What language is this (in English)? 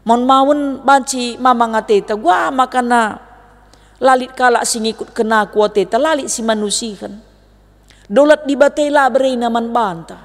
Batak Karo